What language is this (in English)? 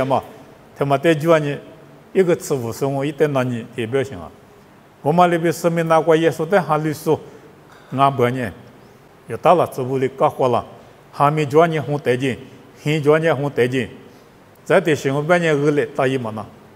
Lisu